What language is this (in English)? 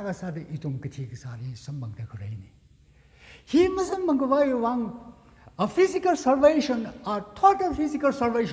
Tangkhul Naga (India)